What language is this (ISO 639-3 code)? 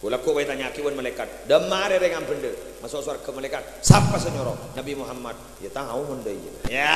mad